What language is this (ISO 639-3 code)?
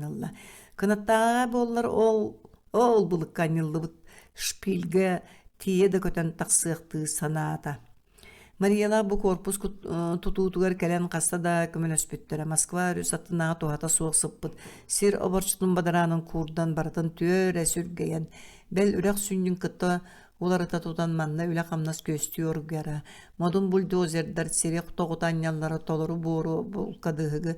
sah